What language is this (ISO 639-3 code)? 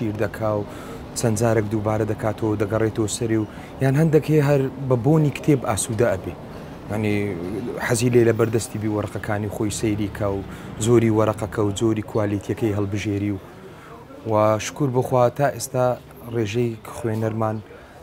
ckb